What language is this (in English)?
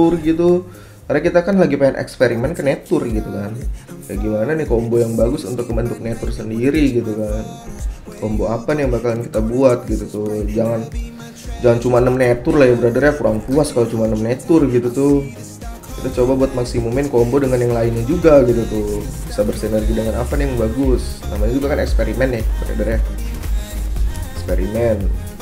Indonesian